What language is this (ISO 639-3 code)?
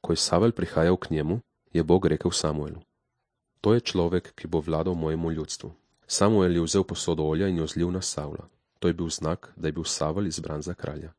slv